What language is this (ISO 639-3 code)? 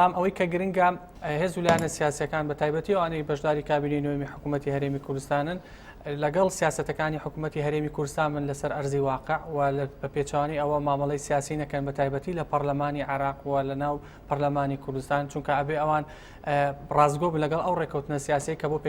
ckb